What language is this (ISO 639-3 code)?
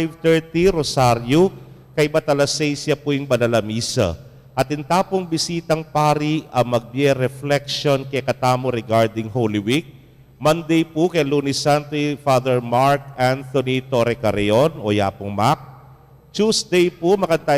pam